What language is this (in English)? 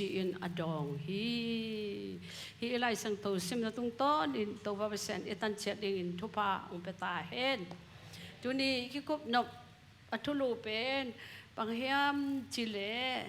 Tedim Chin